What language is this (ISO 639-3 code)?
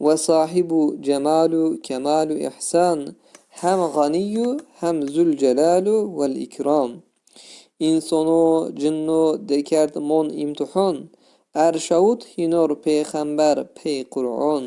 zza